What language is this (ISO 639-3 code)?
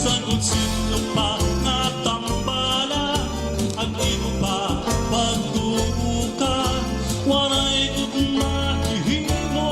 war